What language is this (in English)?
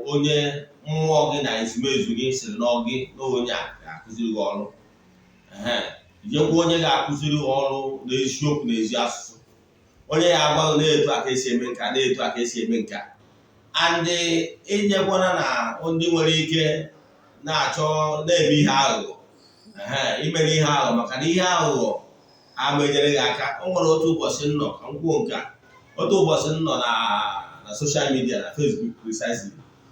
Igbo